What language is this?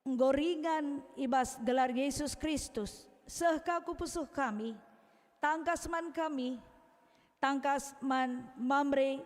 Batak Karo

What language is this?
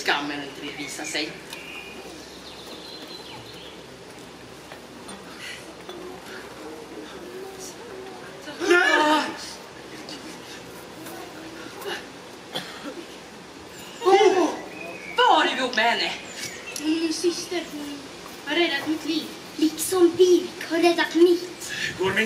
Swedish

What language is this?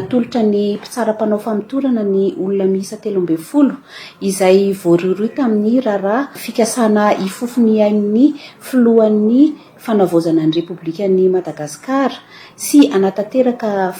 Malagasy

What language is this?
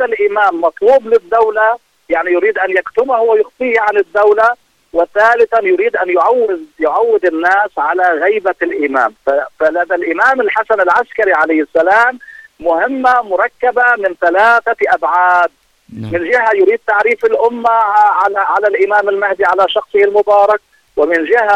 Arabic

